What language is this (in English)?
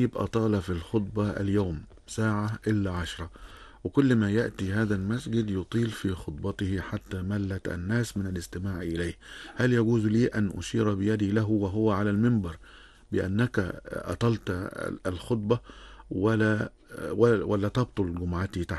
Arabic